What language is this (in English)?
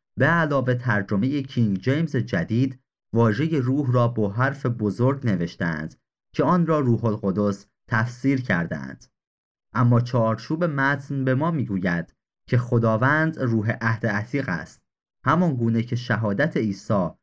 Persian